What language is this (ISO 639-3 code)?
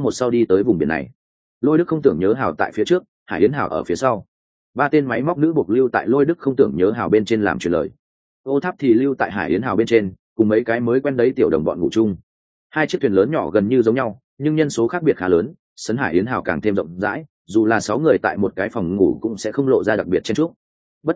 vie